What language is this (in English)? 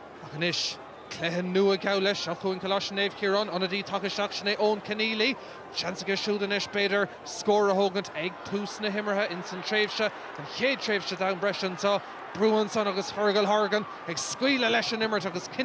Irish